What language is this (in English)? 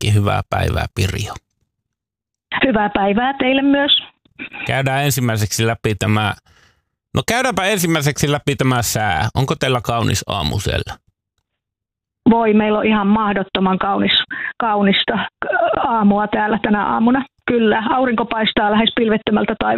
Finnish